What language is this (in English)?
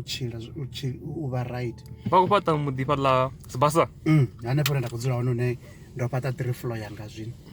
Venda